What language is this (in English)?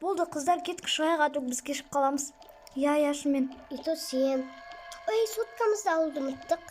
Kazakh